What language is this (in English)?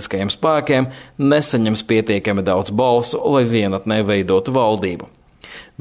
Latvian